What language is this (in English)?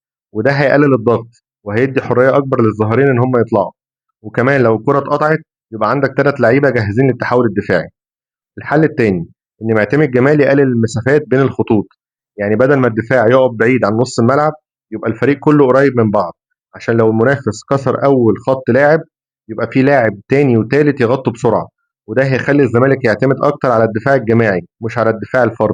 Egyptian Arabic